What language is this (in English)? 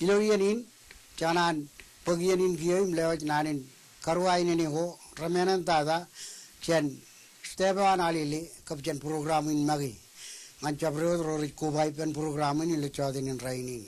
Marshallese